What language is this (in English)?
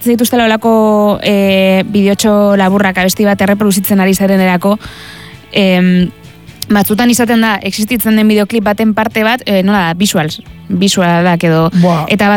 Basque